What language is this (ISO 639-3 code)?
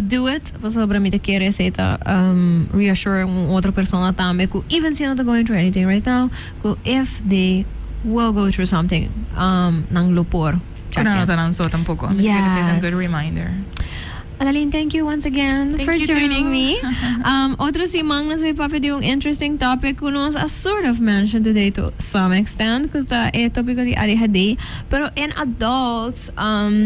pap